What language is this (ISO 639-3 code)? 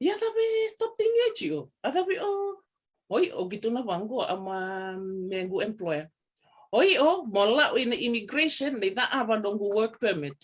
fij